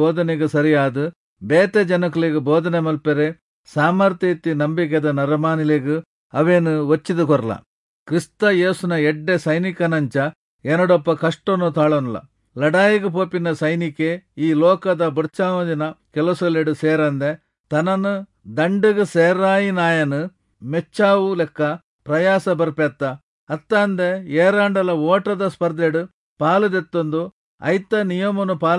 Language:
Tulu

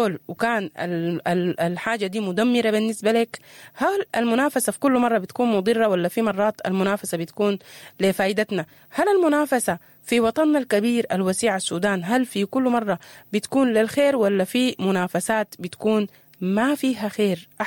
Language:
Sudanese Arabic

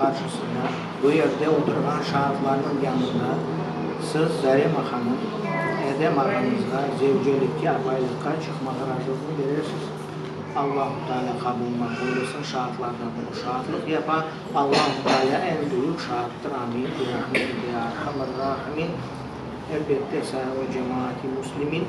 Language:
Crimean Tatar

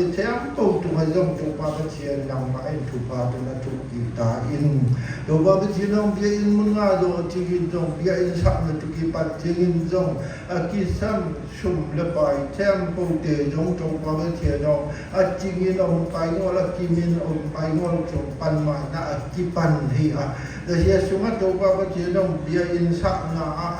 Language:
Siyin Chin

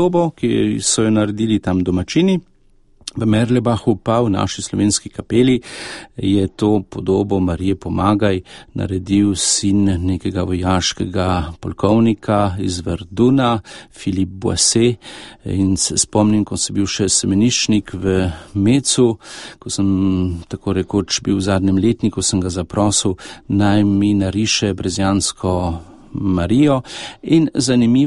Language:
Slovenian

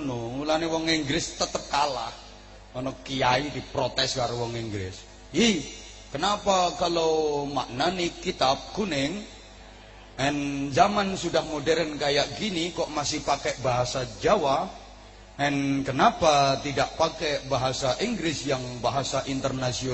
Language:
Javanese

